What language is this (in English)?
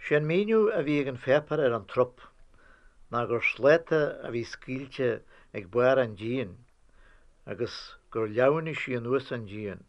Irish